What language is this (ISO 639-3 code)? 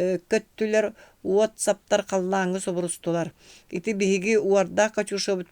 sah